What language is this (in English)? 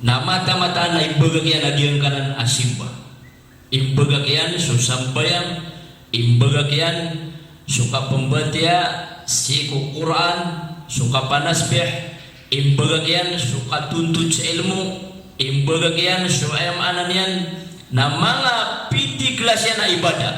Maranao